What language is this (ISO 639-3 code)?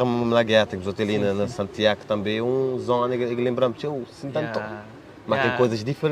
kea